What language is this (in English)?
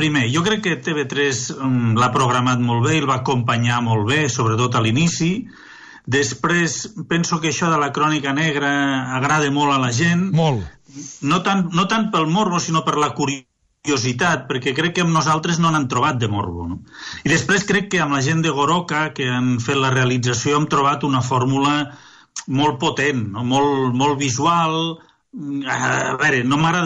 Catalan